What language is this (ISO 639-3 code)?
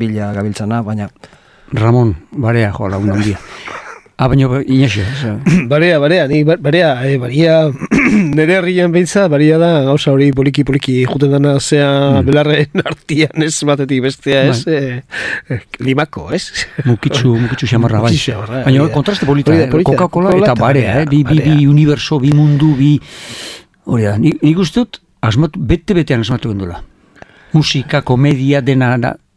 eus